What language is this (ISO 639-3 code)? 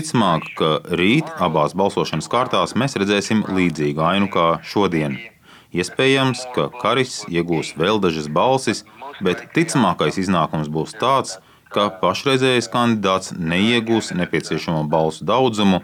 lav